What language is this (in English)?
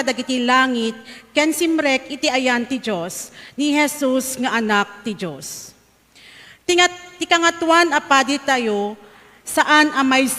Iloko